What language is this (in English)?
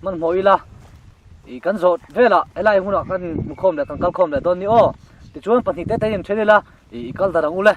Mizo